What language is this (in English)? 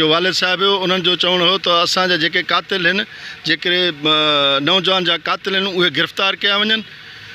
Sindhi